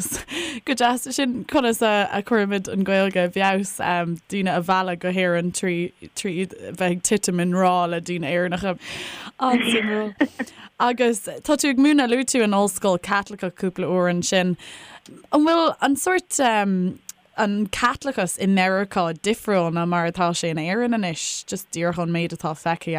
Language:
Irish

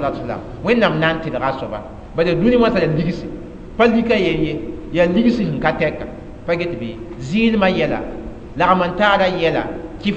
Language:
Mossi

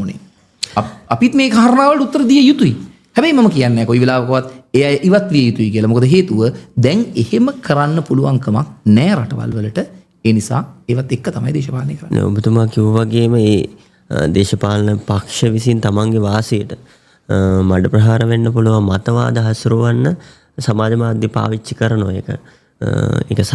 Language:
Sinhala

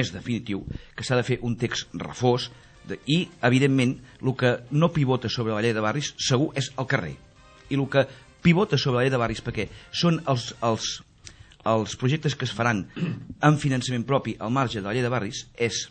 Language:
Catalan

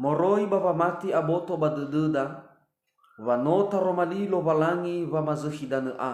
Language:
Nias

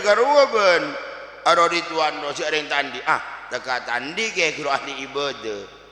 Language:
Madurese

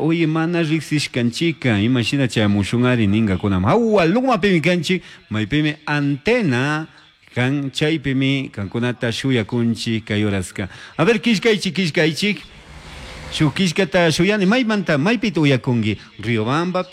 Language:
Chimborazo Highland Quichua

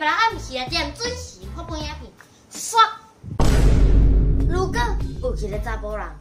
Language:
Min Nan Chinese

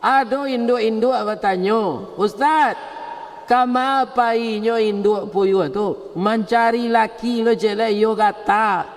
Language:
Minangkabau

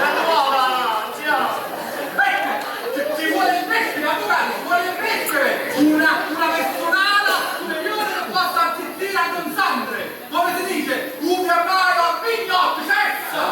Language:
Neapolitan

